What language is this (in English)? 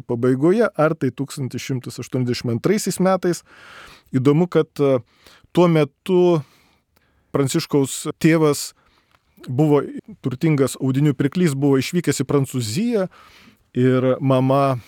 Lithuanian